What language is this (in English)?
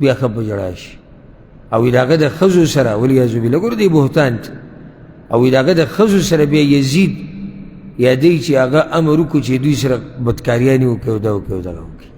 Pashto